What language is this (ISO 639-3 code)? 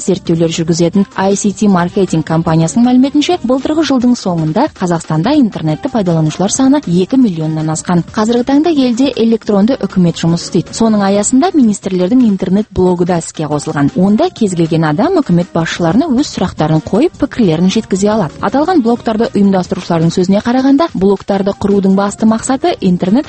kaz